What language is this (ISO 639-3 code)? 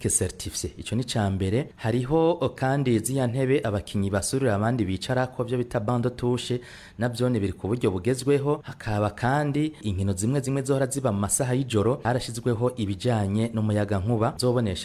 run